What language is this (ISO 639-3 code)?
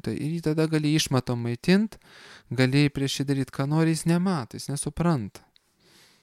lit